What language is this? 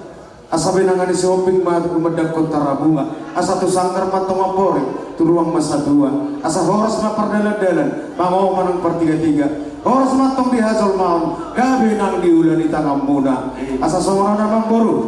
Batak Toba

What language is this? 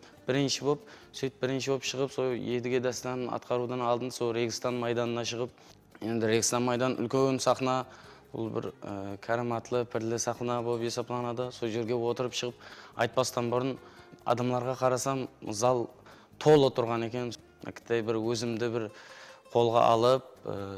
Kara-Kalpak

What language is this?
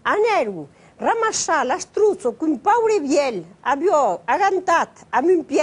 Occitan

